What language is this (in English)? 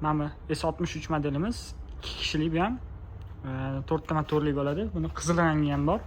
Uzbek